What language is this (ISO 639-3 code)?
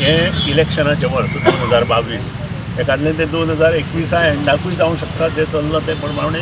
kok